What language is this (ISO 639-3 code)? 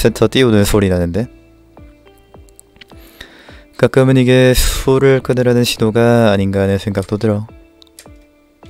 kor